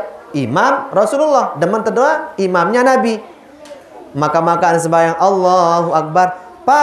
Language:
Sasak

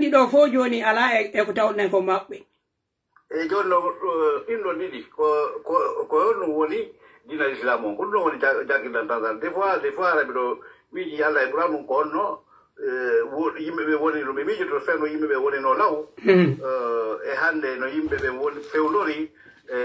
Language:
Pular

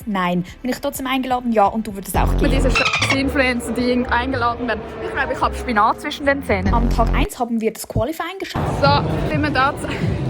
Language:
Swiss German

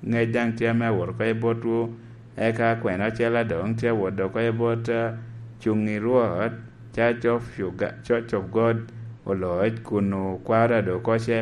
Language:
Lango (Uganda)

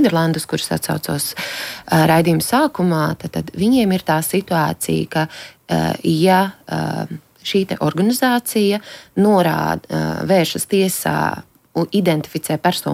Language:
Latvian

